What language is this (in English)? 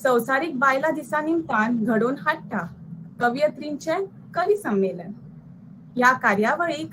Konkani